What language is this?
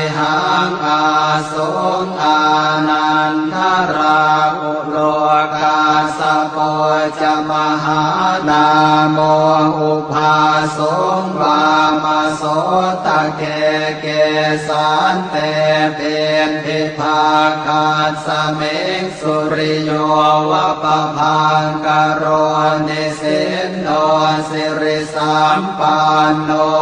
Pali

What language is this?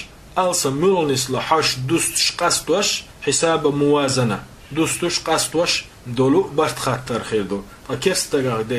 Chechen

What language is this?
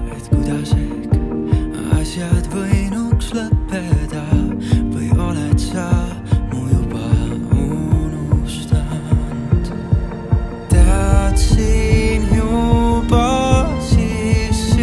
Estonian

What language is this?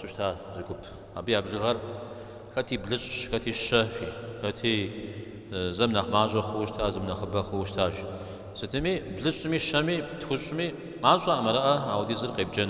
Kabardian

